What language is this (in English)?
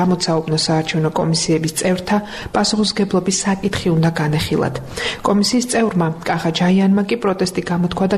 Georgian